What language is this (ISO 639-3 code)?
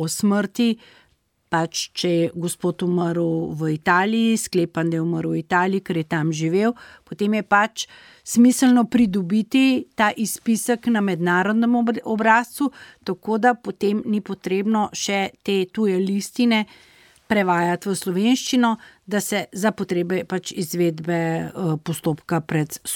slv